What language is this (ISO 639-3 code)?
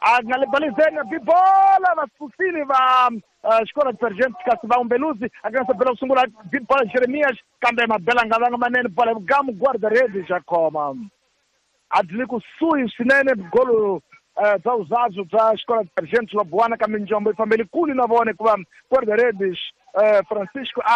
tso